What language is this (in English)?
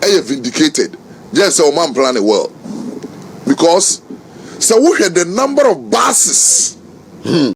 Akan